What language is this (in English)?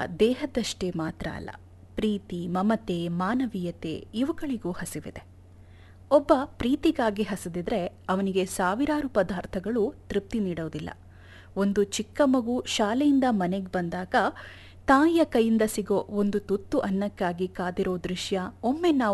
Kannada